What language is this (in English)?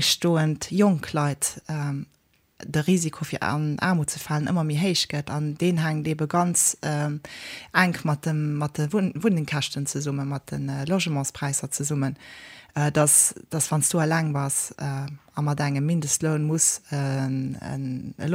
Luxembourgish